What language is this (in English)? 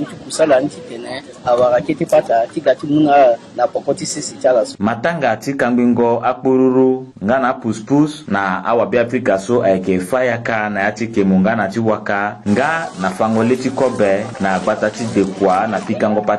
Sango